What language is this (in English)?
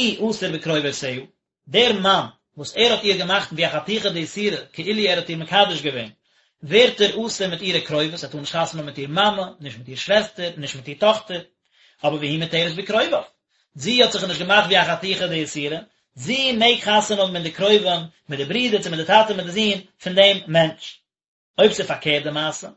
Yiddish